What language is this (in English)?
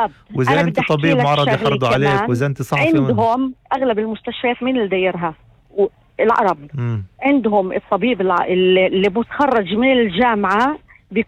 North Levantine Arabic